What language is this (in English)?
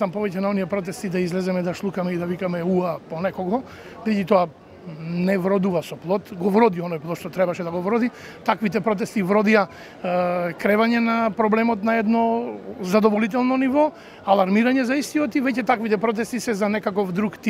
Macedonian